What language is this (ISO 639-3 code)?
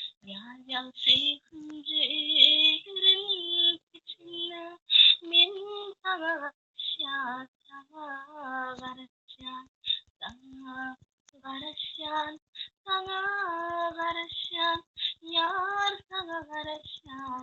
tuk